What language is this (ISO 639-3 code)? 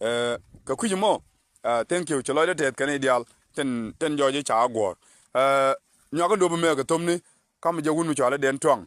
nus